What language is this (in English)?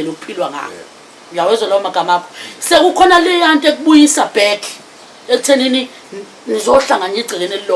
Zulu